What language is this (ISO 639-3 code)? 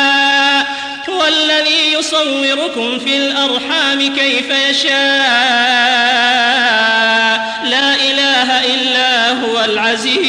ara